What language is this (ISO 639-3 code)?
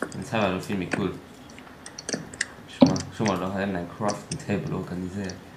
ltz